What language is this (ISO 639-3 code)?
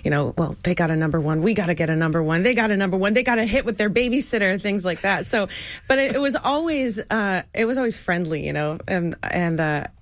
eng